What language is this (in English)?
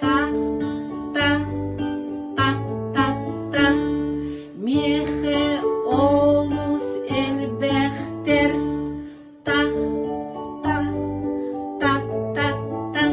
Yakut